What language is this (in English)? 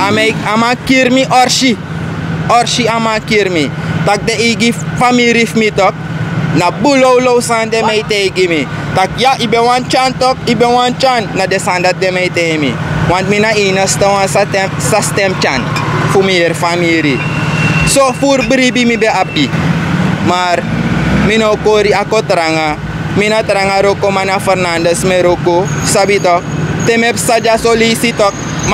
Sranan Tongo